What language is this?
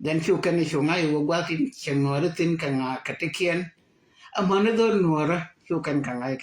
Nuer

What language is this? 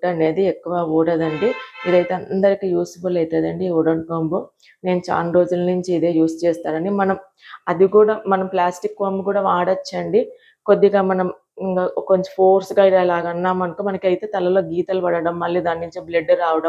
Telugu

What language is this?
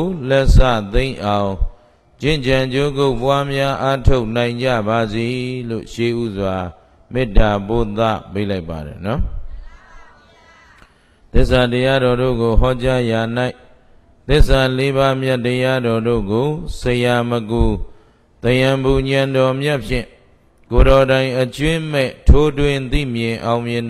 Burmese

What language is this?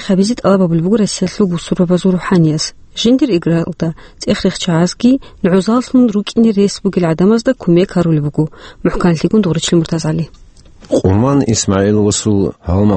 Avaric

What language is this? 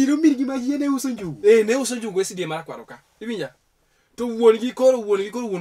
Luo (Kenya and Tanzania)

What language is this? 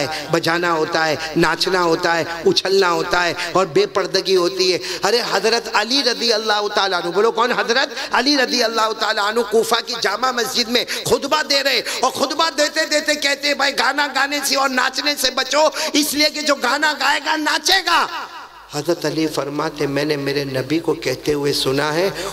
Urdu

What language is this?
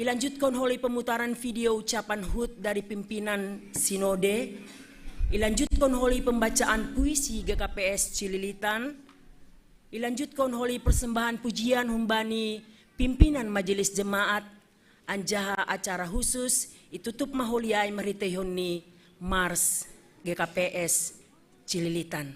Batak Simalungun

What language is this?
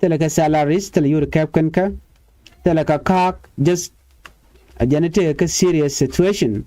Nuer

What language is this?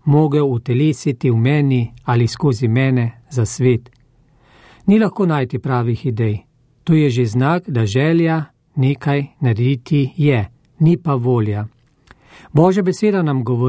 Slovenian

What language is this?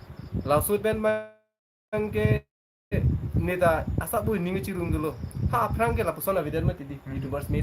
Karbi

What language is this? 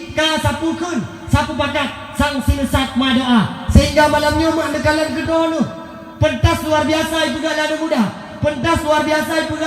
Achinese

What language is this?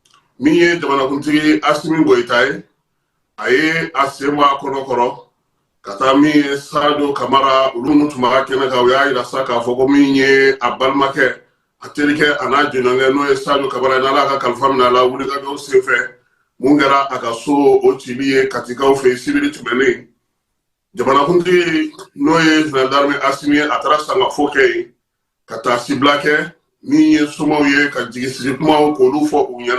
Bambara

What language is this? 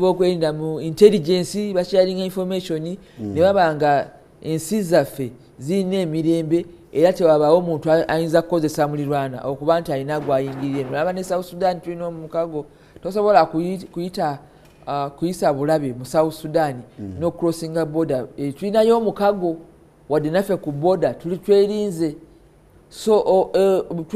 Ganda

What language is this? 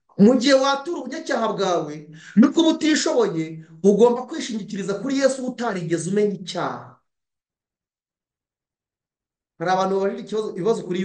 Kinyarwanda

